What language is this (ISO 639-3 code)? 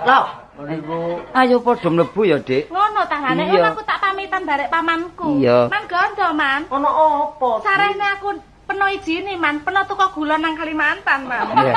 jav